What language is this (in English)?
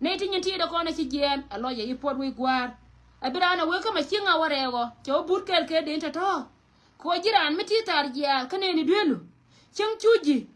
Nuer